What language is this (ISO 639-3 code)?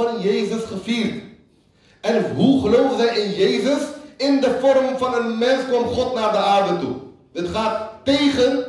nld